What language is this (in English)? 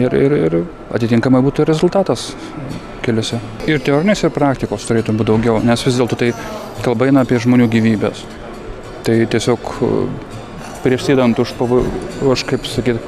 Lithuanian